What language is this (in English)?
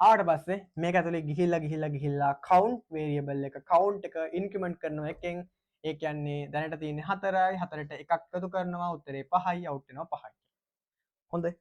Sinhala